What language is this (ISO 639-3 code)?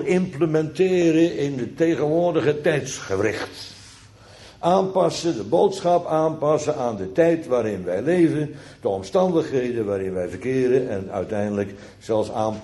nld